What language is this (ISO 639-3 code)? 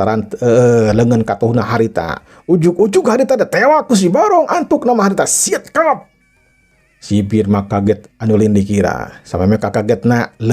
sun